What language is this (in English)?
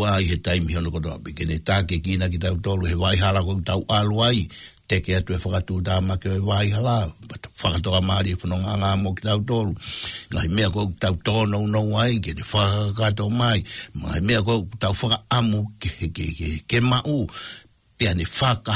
Tongan